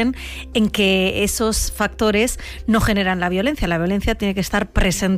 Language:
Spanish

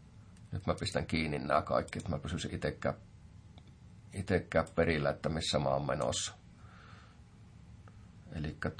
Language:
Finnish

